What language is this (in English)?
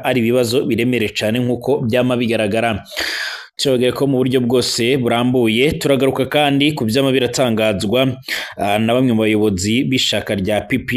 Rundi